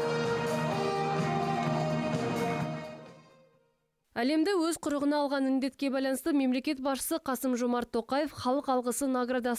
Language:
Kazakh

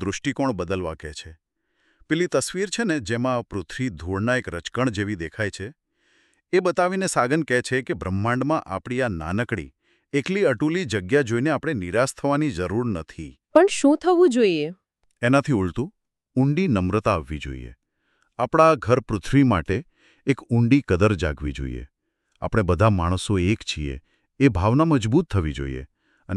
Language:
Gujarati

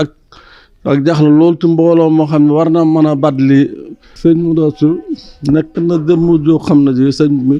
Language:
Wolof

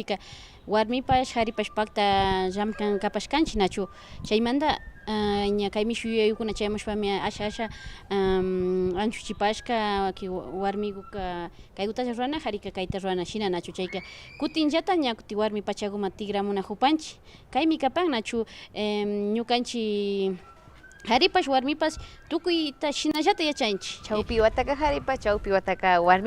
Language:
Imbabura Highland Quichua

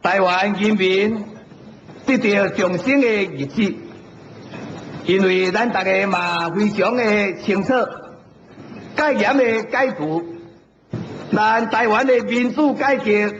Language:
Min Nan Chinese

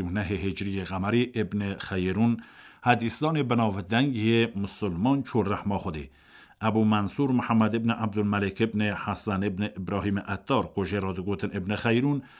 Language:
Kurdish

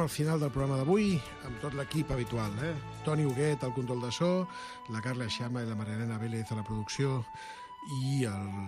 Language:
Catalan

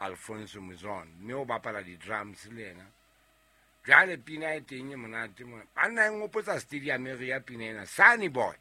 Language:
Southern Sotho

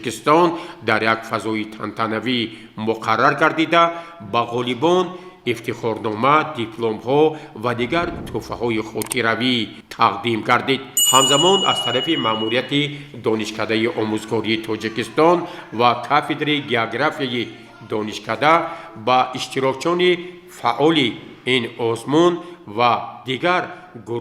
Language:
Tajik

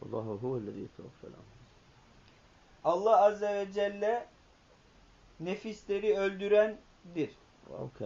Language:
Turkish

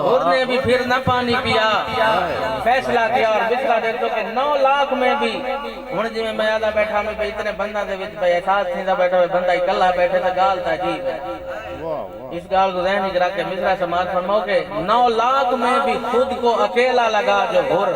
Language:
Saraiki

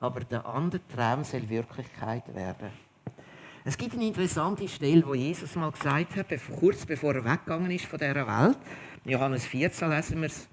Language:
Swiss German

